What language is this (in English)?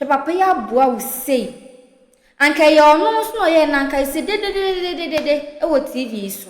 Akan